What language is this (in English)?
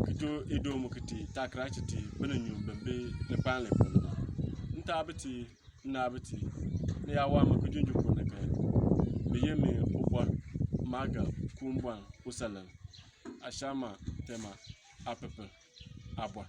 Bimoba